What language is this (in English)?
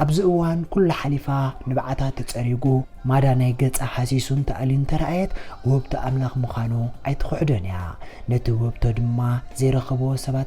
Tigrinya